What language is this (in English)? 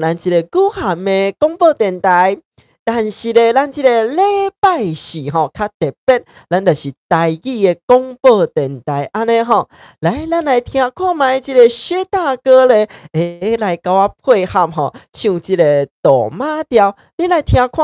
Min Nan Chinese